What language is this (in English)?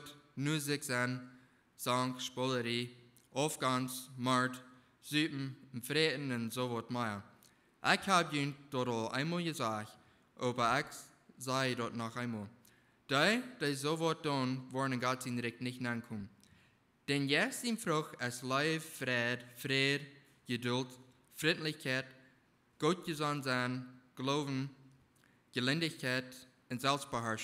Plautdietsch